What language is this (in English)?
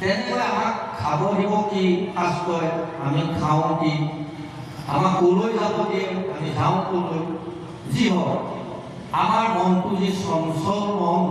Assamese